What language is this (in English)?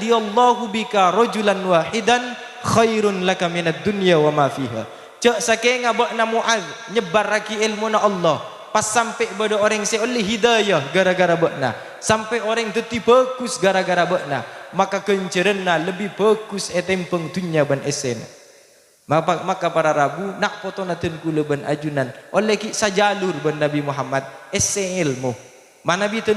Madurese